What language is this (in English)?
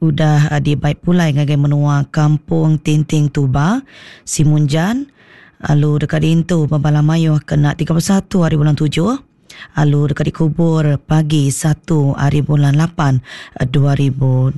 Iban